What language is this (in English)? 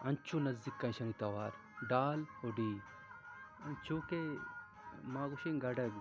Baluchi